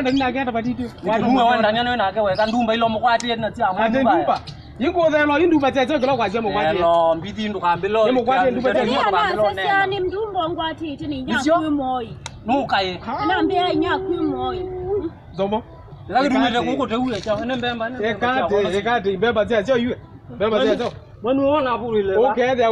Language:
Kamba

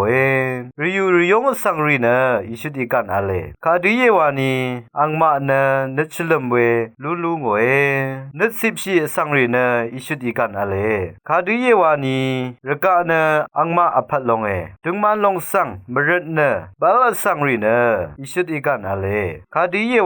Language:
Rawang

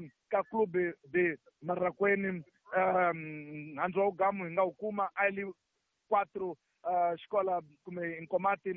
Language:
Tsonga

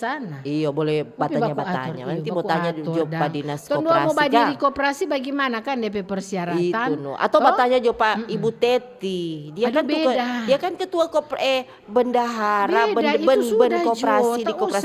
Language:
Manado Malay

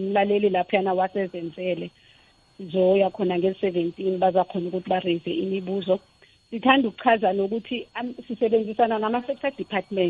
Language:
South Ndebele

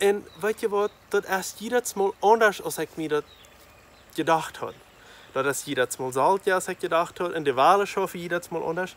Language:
Plautdietsch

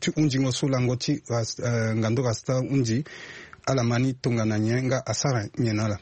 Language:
Sango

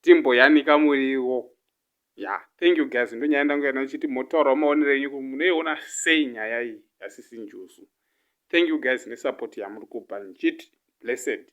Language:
Shona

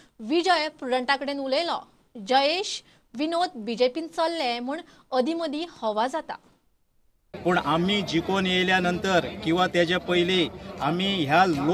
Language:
Konkani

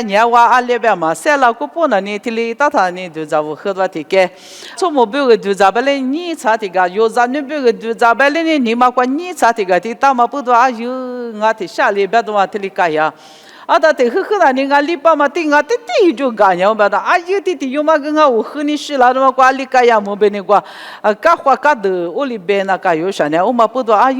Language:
Lisu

